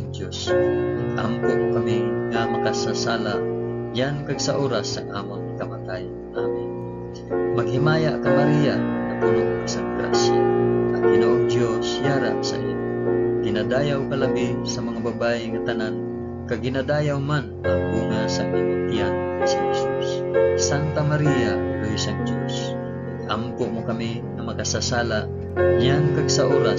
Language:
Hiligaynon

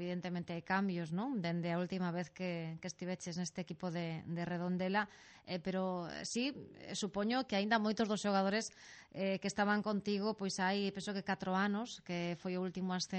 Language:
Galician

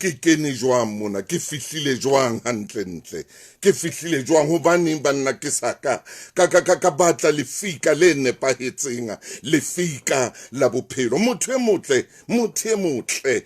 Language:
Southern Sotho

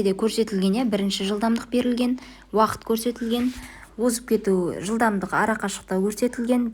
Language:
Kazakh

